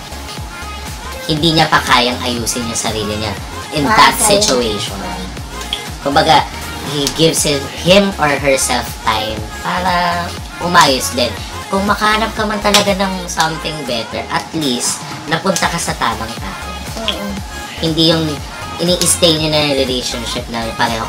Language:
Filipino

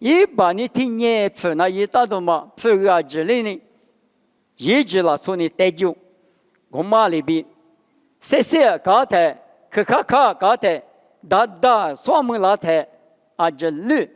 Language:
Lisu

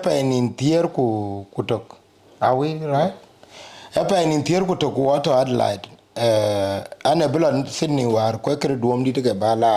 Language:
Dinka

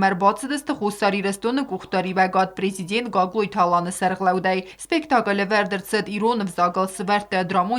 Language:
Ossetic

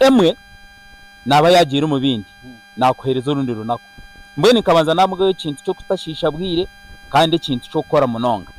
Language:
Nyankole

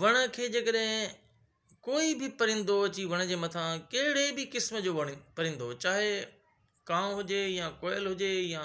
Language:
Sindhi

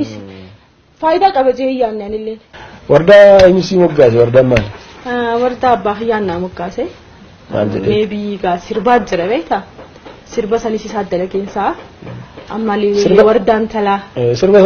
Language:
Oromo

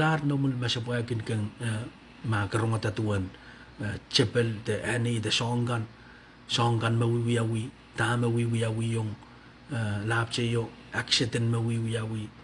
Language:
Pohnpeian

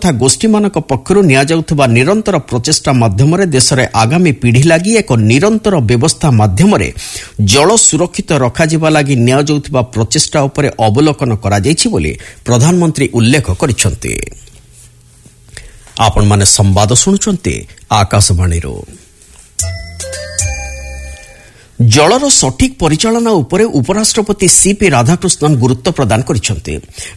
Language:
Odia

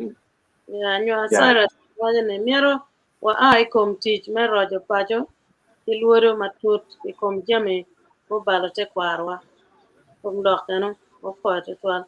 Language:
Acoli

